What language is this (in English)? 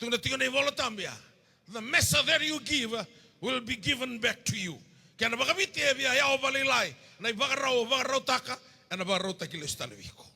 Fijian